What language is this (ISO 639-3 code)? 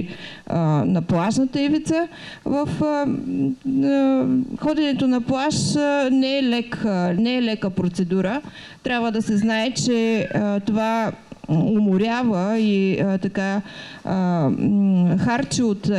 bul